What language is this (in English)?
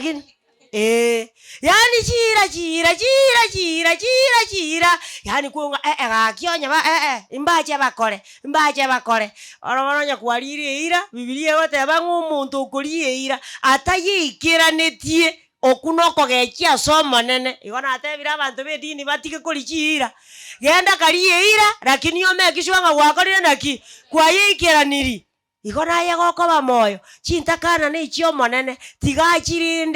Gusii